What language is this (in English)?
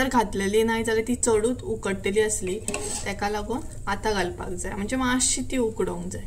Konkani